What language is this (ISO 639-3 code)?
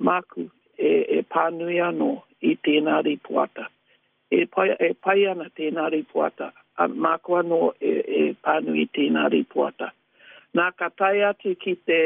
mri